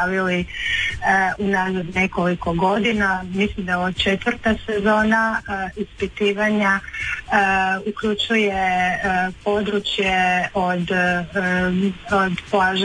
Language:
Croatian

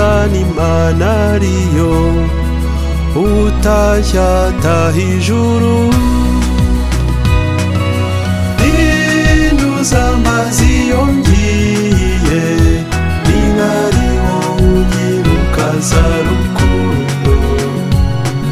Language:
Kinyarwanda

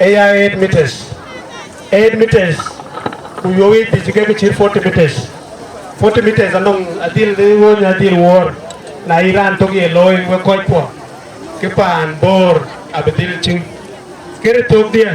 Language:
Dinka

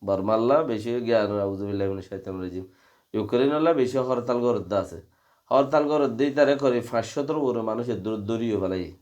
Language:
Rohingya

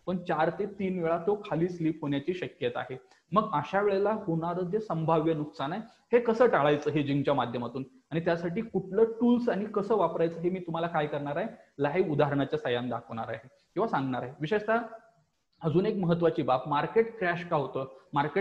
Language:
Marathi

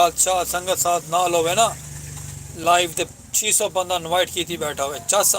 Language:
Saraiki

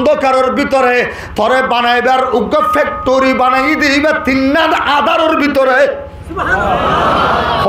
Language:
Rohingya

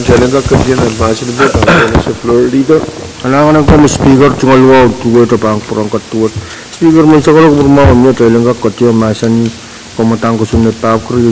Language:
Pohnpeian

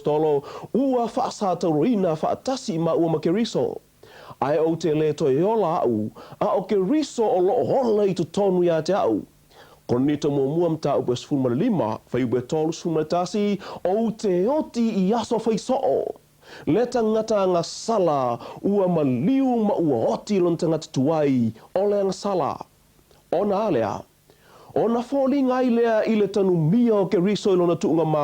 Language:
Samoan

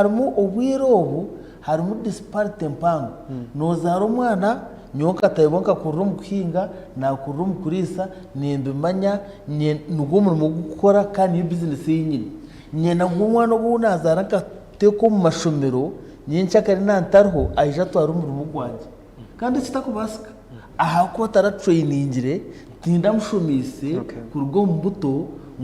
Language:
Nyankole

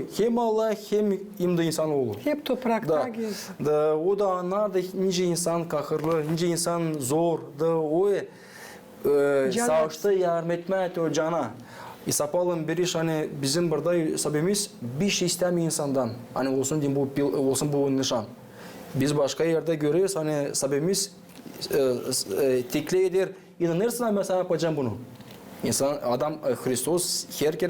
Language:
Gagauz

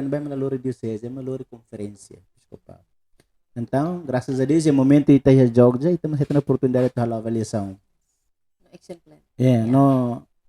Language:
Tetum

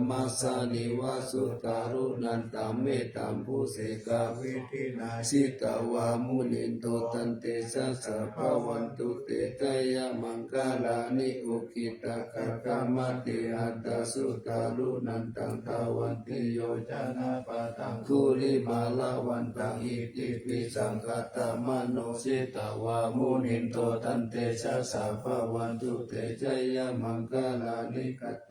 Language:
Pali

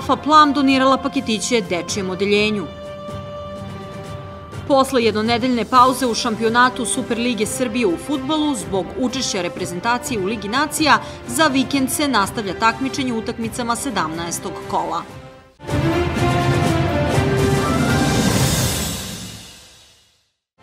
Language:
Serbian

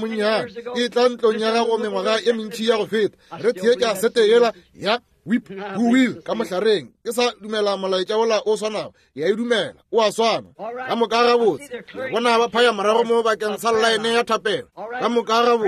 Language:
Northern Sotho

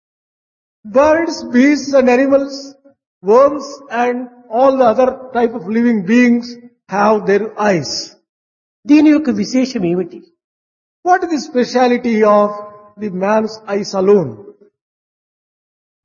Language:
Telugu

